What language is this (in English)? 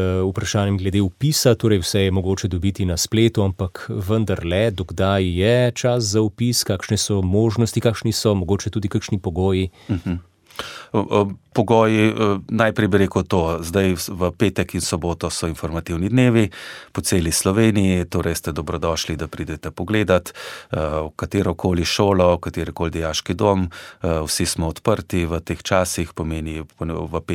Slovenian